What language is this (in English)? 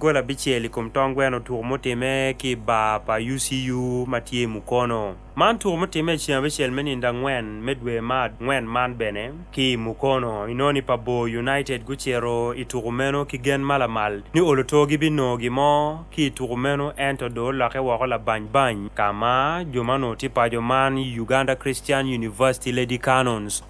Acoli